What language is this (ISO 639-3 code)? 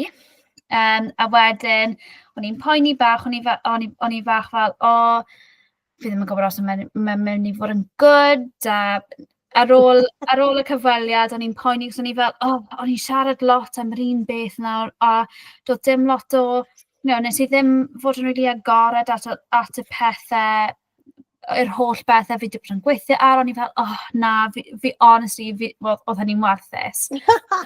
cym